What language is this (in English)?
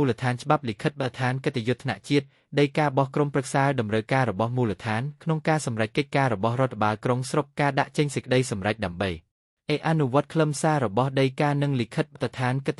Khmer